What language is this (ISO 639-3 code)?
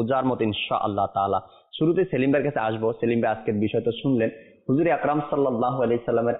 ben